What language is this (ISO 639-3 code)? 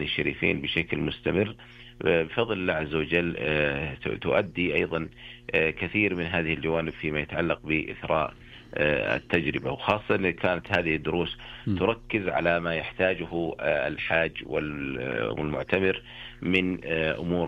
ara